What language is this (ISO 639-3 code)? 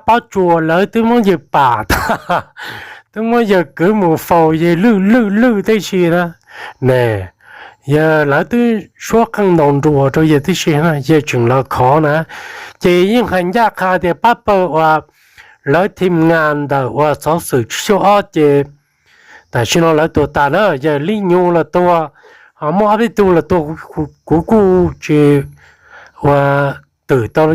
hmn